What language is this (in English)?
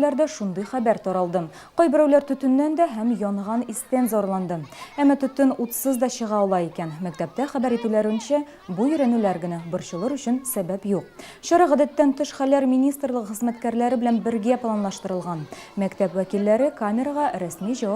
Tatar